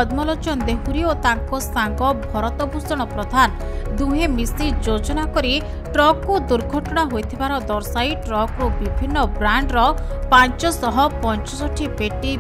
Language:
Odia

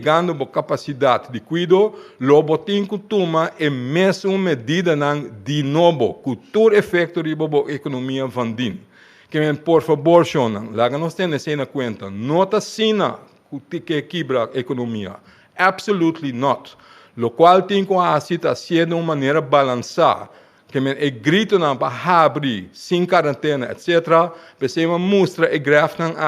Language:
Papiamento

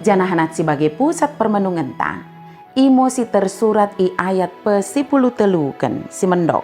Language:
Batak Dairi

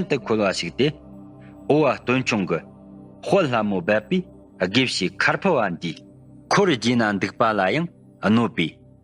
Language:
Tibetan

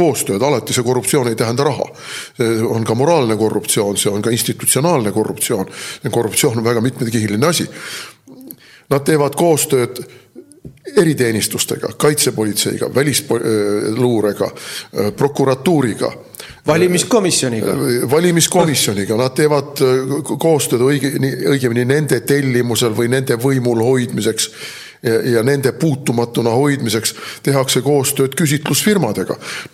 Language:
Estonian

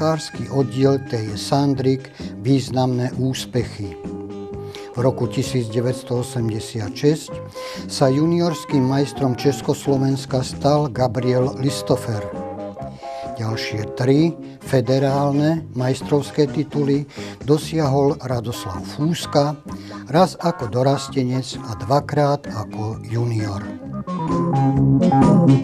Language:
Slovak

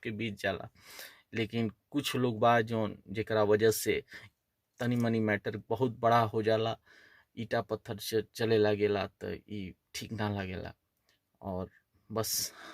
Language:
Bhojpuri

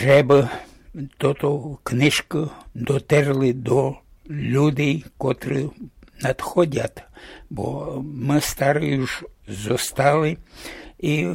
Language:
Rusyn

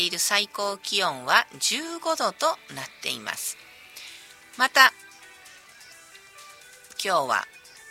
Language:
Japanese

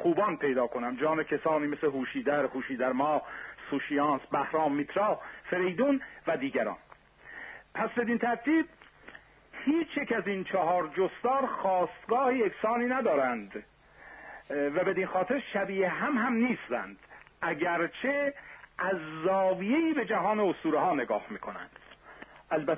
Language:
Persian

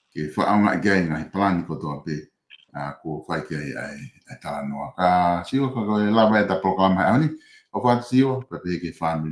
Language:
Tongan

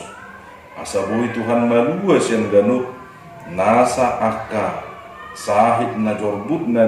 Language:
Batak Toba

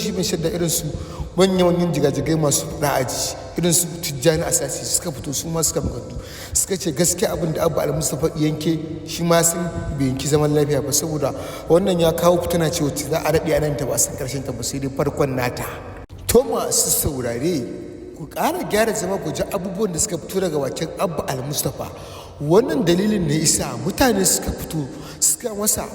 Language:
Hausa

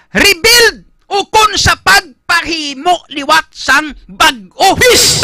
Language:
Hiligaynon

